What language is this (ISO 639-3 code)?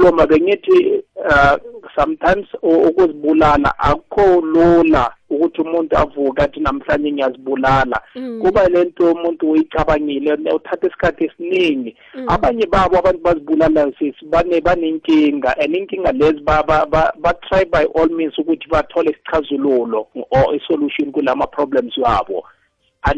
nbl